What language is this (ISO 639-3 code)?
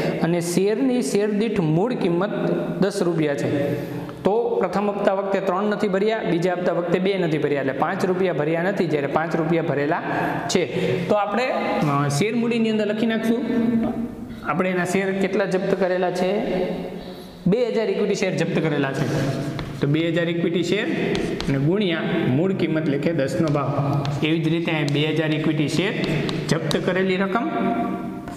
guj